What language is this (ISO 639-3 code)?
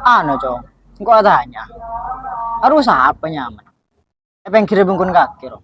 mad